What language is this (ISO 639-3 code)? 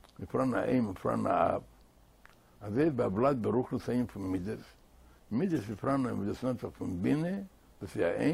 yid